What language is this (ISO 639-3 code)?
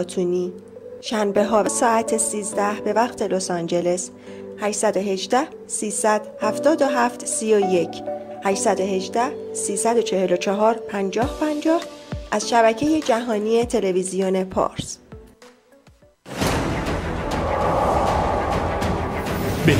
fas